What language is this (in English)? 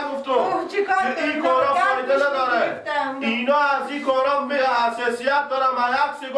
Persian